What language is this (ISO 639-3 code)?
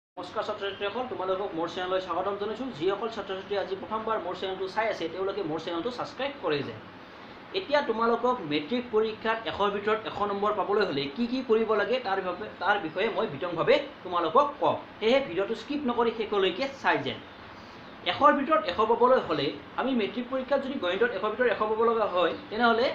asm